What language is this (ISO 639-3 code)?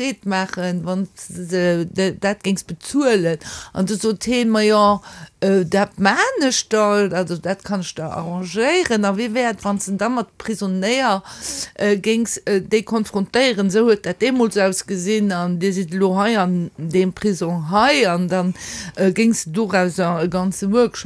ltz